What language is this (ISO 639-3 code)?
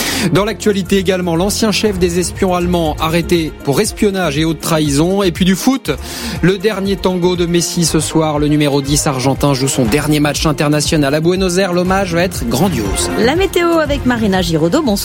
fra